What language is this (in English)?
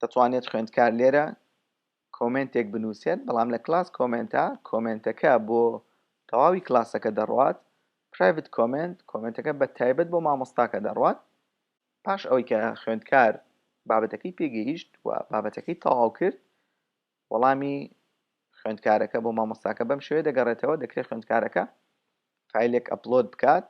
Central Kurdish